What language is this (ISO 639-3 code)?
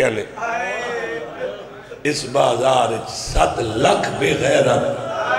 urd